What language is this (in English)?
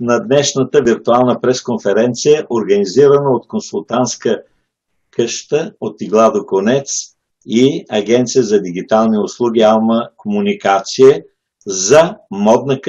Bulgarian